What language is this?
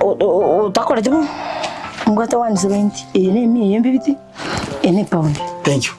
Gusii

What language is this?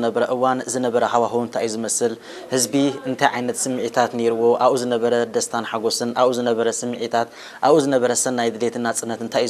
Tigrinya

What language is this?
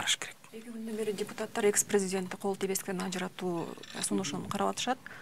Kyrgyz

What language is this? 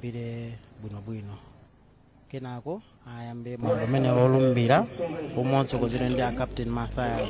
Nyanja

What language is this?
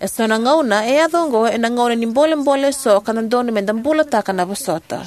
Fijian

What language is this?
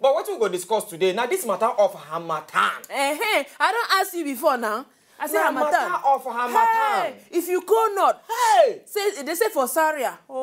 Nigerian Pidgin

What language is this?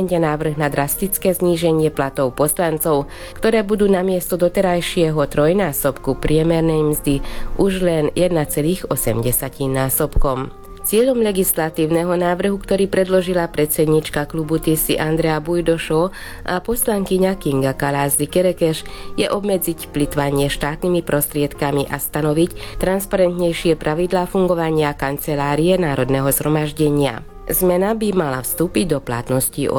Slovak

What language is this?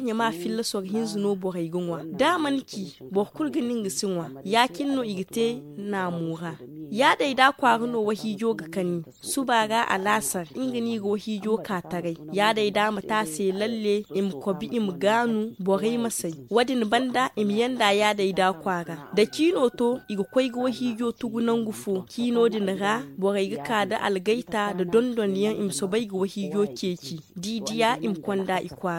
Zarma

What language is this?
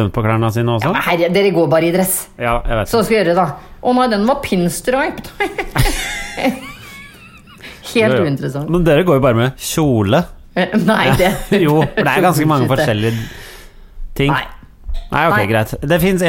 Norwegian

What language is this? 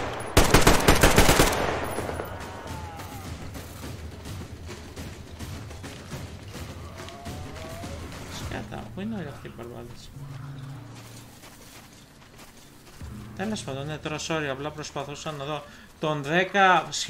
Greek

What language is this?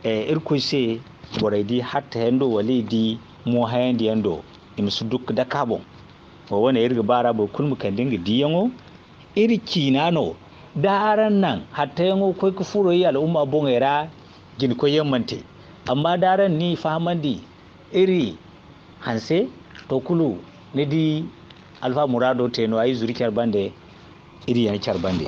Zarma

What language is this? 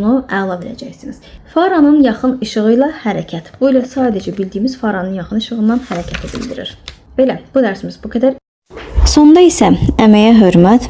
Azerbaijani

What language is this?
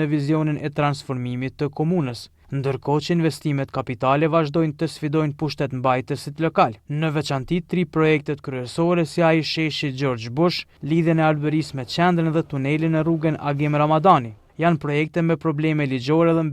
Albanian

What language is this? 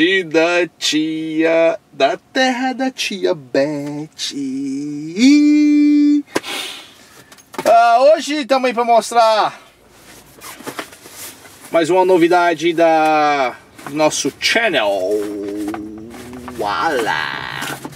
Portuguese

